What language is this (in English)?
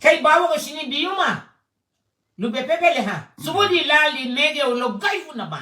Garifuna